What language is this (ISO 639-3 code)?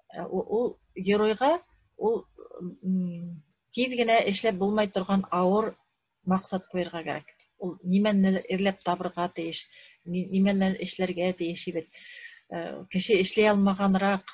bak